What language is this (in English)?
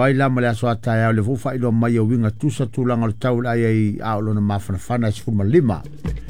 Samoan